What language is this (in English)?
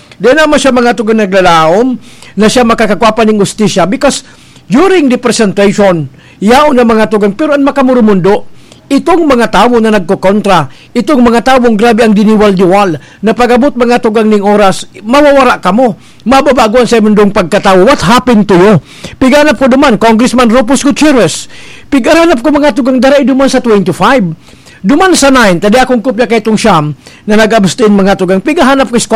Bikol